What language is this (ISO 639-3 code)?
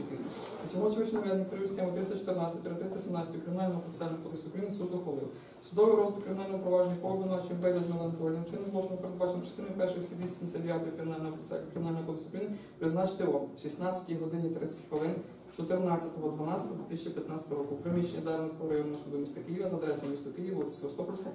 ukr